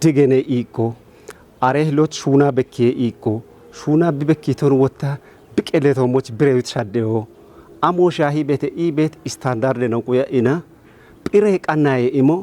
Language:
Kafa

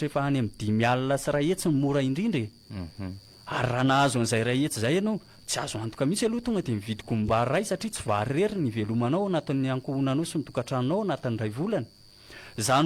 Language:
Malagasy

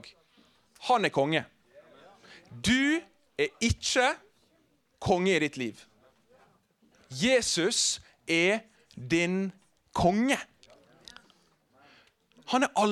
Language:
Norwegian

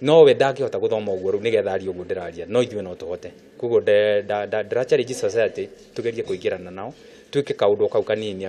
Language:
Kikuyu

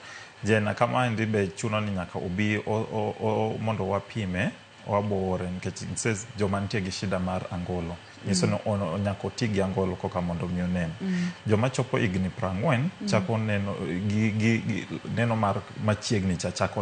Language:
Luo (Kenya and Tanzania)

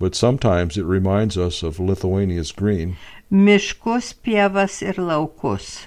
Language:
Lithuanian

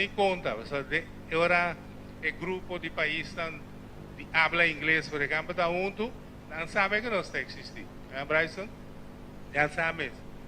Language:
Papiamento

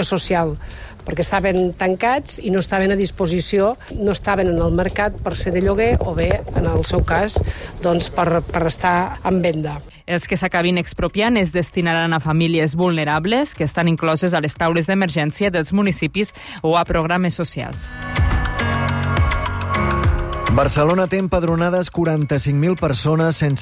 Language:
Catalan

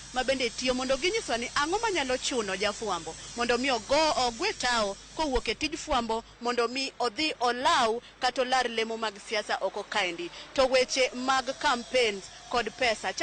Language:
Luo (Kenya and Tanzania)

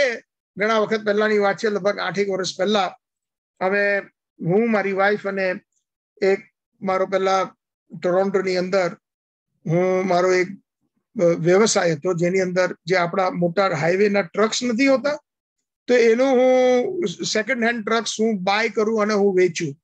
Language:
Gujarati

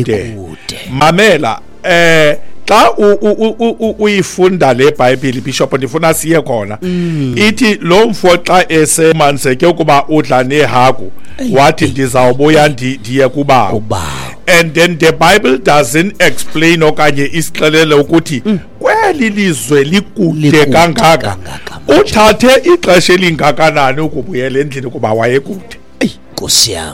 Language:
Xhosa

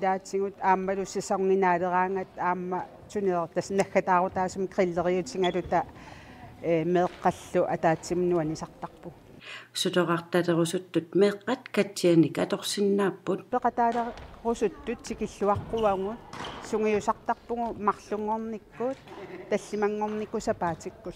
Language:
Kalaallisut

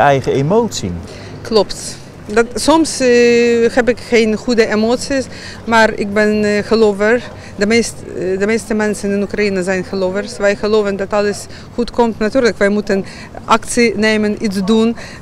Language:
Dutch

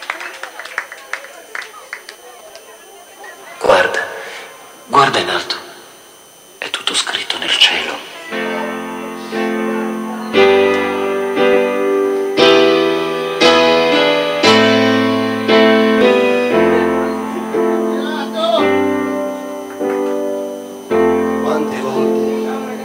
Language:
Italian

